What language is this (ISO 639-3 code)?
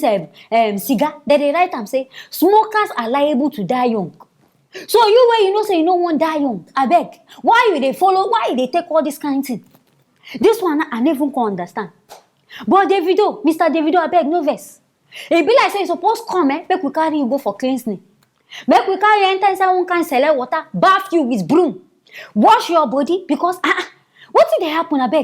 pcm